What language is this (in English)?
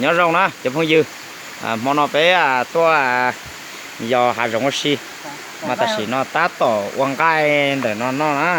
Hmong